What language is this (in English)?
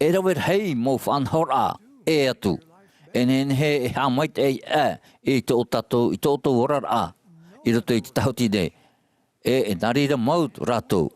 Tahitian